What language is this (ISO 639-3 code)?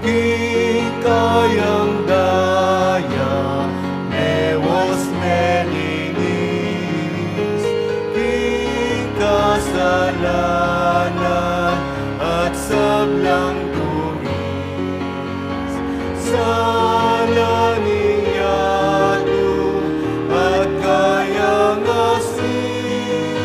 pam